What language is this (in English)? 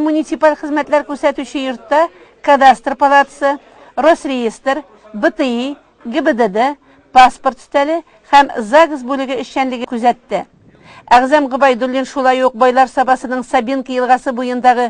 Tatar